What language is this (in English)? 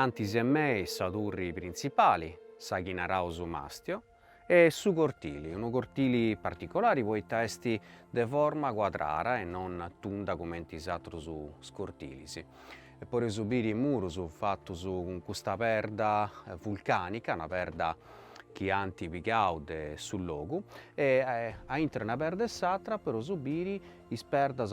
Sardinian